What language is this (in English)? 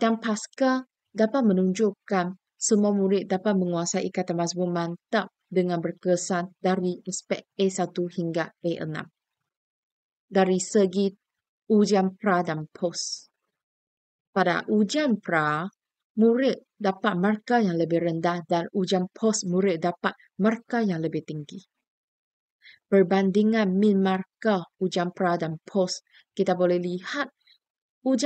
Malay